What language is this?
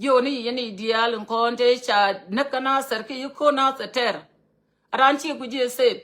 Nuer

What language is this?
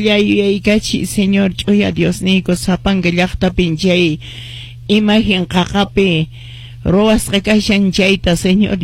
Quechua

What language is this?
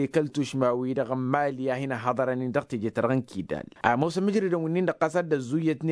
Tamasheq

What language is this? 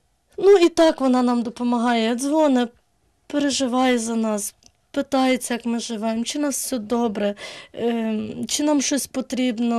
Ukrainian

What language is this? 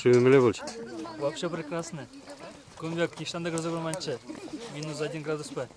Chuvash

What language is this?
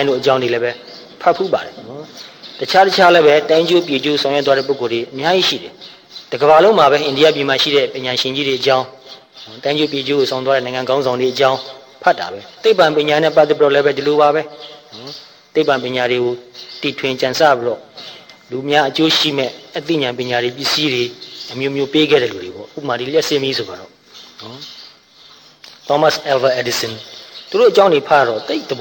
Burmese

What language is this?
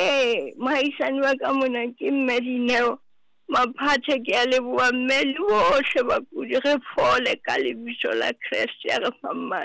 Southern Sotho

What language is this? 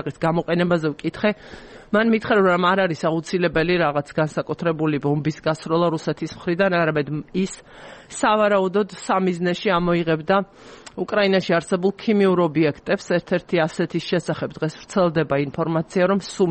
Georgian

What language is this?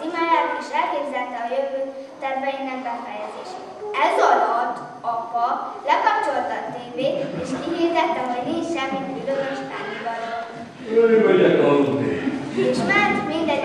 Hungarian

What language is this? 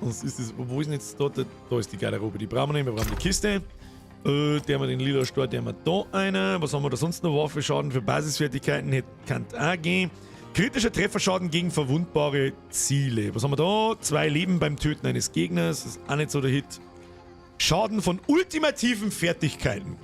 Bavarian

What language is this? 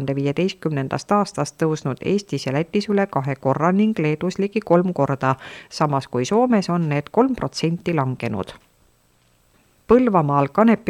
Estonian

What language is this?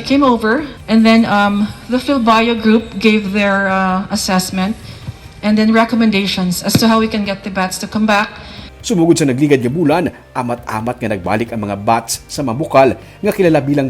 Hiligaynon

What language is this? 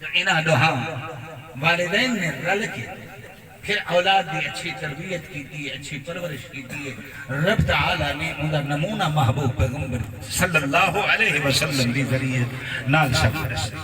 Saraiki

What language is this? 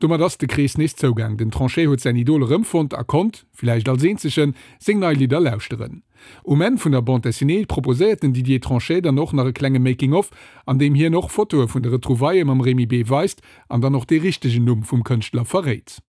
Luxembourgish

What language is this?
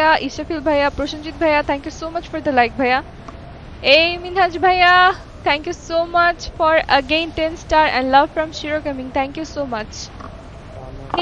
Bangla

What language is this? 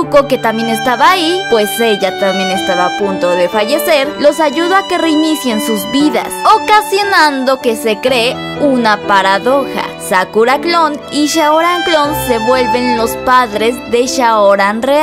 Spanish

